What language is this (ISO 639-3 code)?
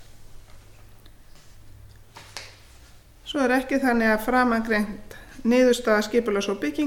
isl